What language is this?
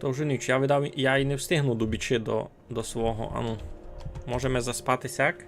Rusyn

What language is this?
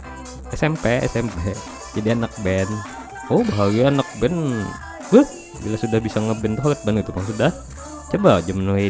Banjar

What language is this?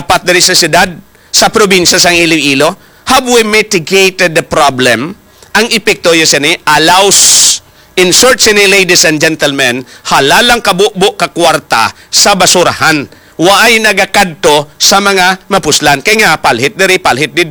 Hiligaynon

